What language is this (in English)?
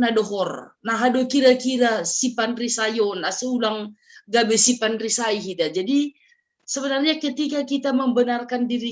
Batak Simalungun